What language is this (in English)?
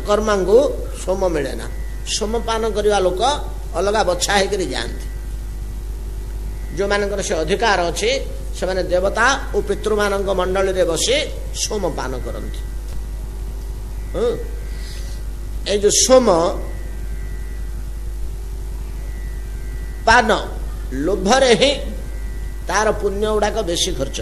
Odia